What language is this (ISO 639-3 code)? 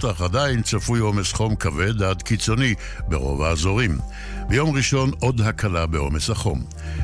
heb